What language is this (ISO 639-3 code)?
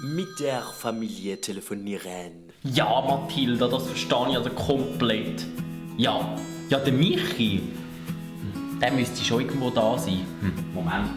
gsw